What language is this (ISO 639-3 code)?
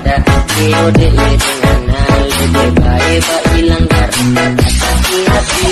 bjn